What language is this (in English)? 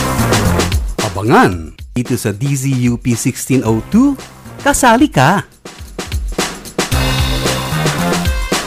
Filipino